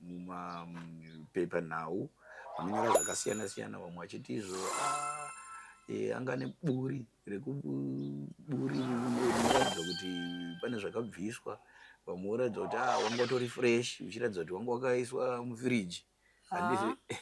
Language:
Shona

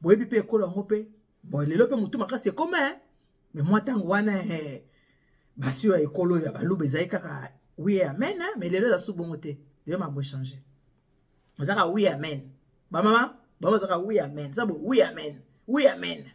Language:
Lingala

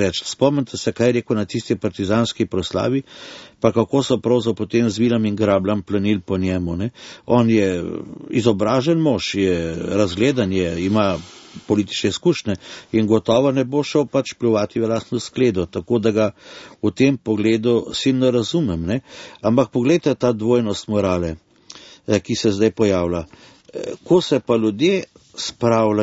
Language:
Slovenian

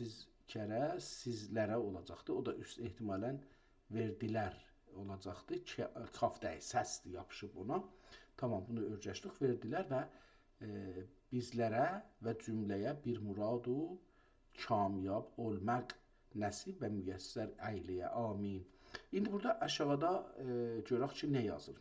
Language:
South Azerbaijani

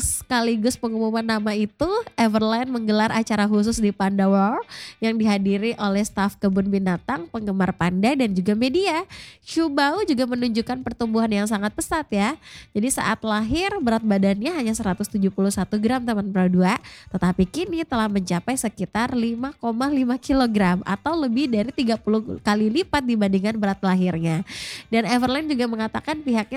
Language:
Indonesian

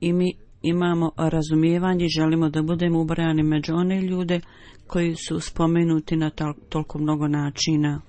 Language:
Bosnian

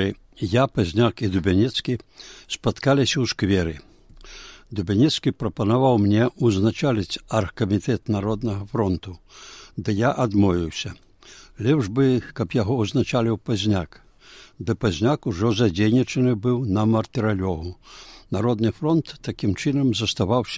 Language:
Belarusian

